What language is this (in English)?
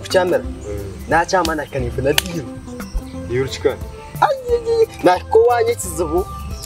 Nyankole